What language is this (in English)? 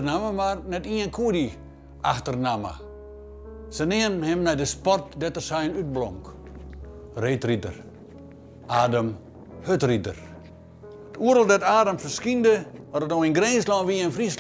Western Frisian